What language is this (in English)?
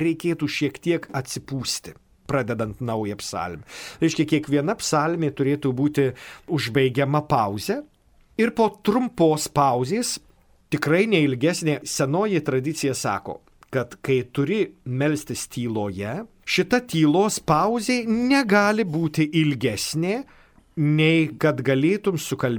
Lithuanian